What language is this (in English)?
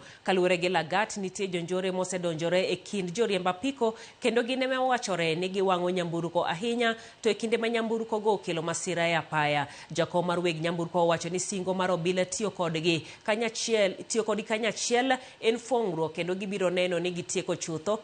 Luo (Kenya and Tanzania)